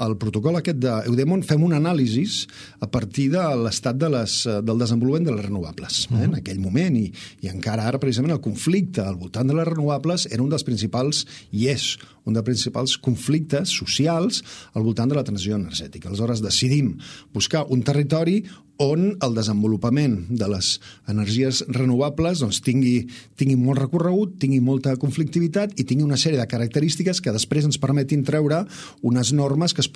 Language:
Catalan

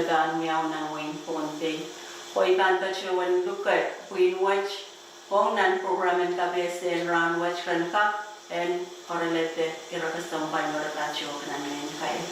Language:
Pohnpeian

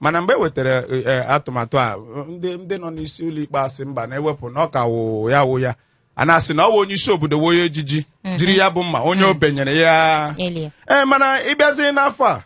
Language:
Igbo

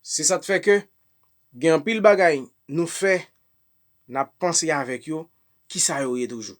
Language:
Haitian Creole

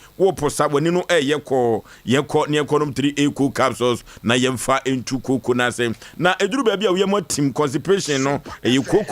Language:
Akan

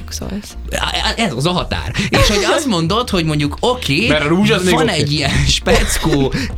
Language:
Hungarian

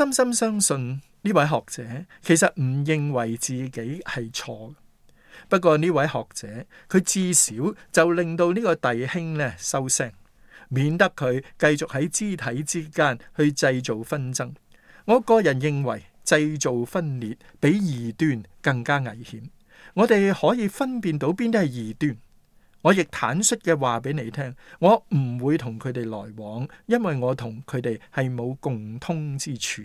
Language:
Cantonese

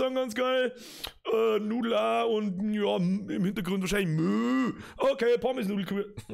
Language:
Bavarian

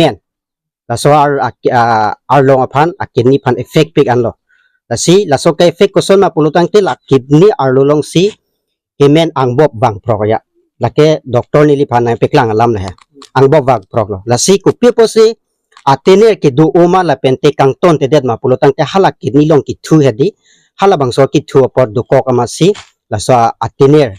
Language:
Karbi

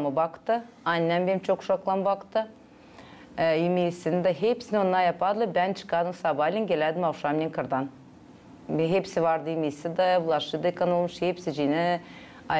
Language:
Gagauz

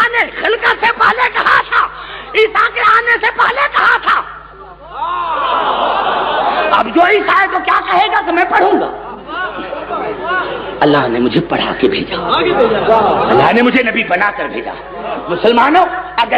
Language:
Urdu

